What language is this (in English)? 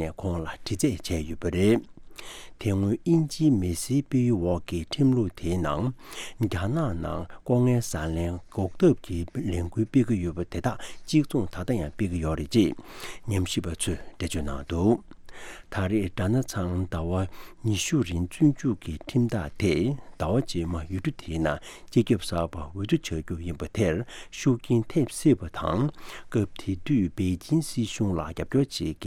Tibetan